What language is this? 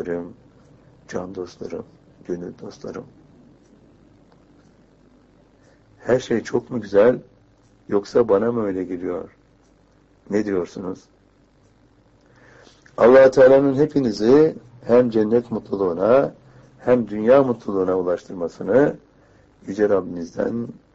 Turkish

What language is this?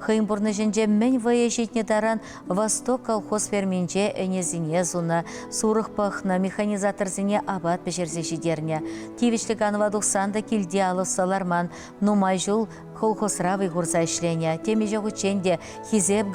Chuvash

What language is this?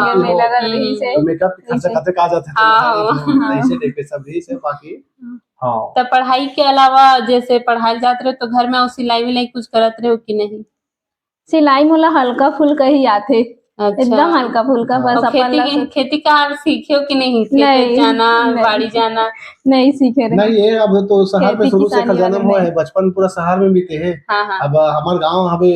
Chhattisgarhi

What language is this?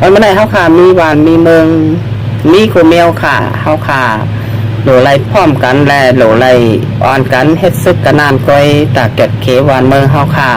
Shan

